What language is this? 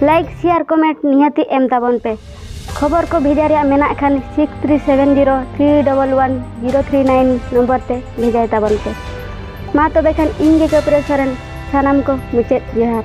Santali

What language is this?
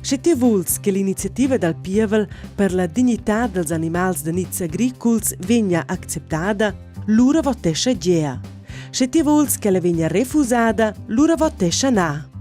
Romansh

